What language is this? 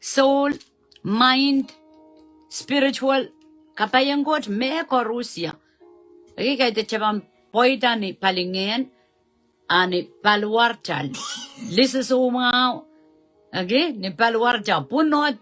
Pohnpeian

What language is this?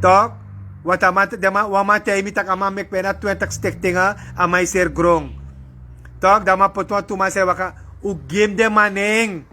Sranan Tongo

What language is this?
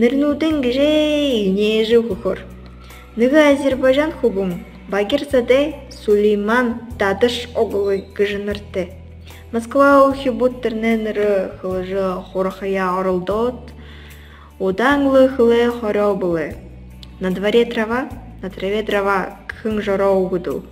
Buriat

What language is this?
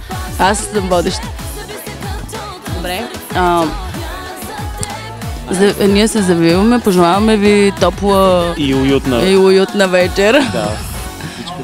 Bulgarian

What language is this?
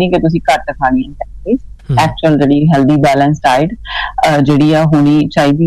Punjabi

